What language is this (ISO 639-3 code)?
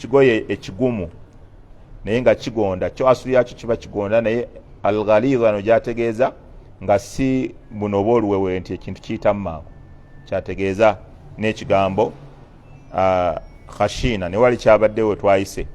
lug